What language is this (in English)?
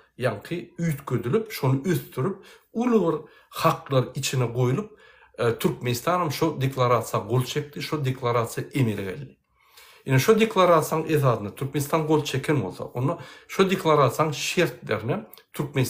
Turkmen